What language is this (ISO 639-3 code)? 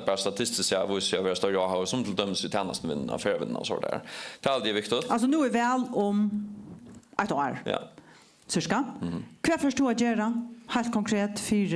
fao